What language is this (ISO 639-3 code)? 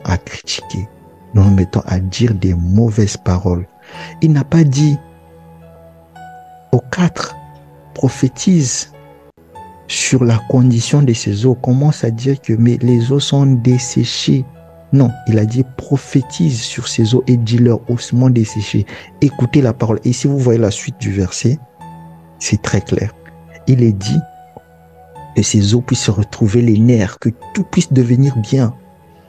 fra